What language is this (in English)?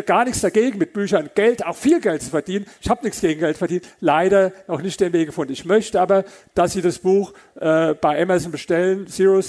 German